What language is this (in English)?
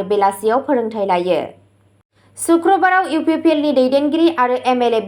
Bodo